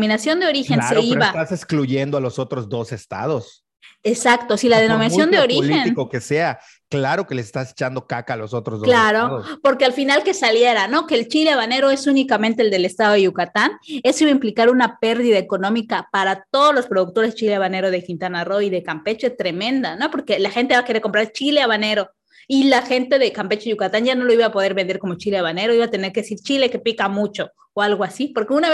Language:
Spanish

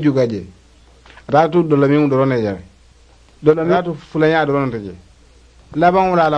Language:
Mandingo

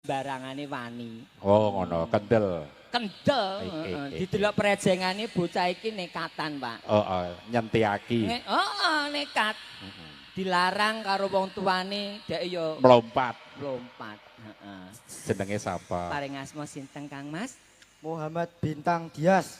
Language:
Javanese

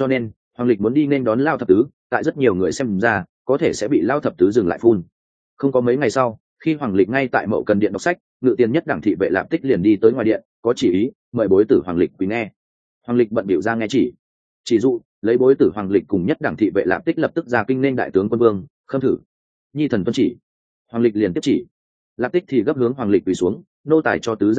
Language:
Vietnamese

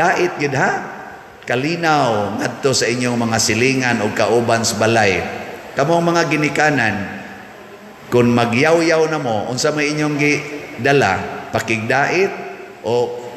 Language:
Cebuano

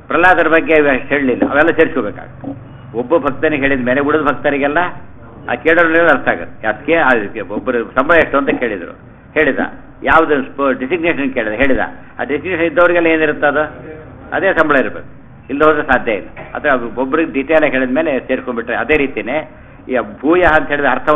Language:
Kannada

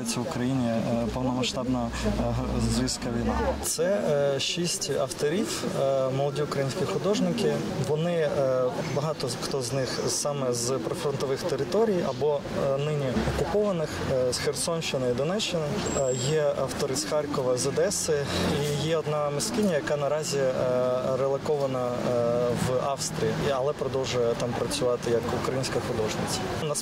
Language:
Ukrainian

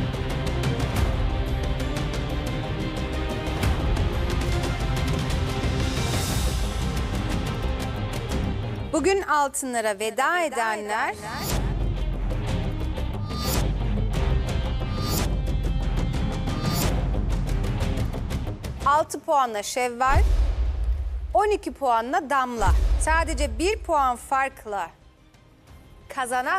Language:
Turkish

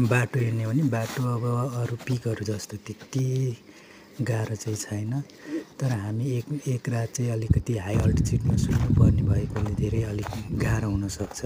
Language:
Nepali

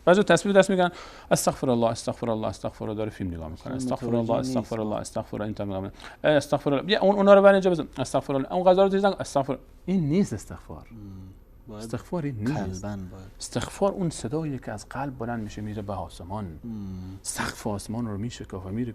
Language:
Persian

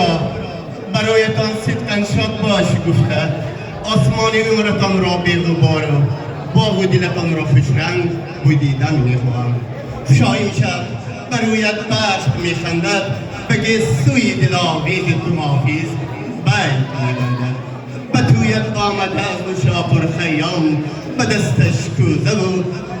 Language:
Tajik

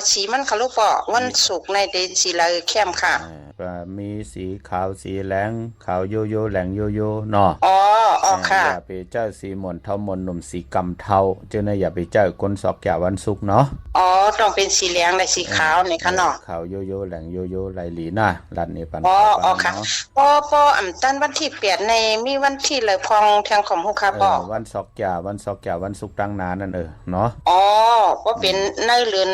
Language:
Shan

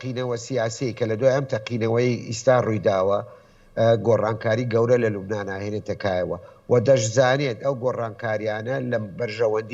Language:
Central Kurdish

